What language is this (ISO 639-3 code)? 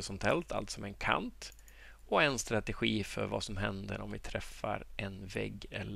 swe